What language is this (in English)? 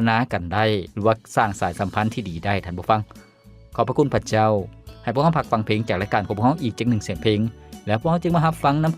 Lao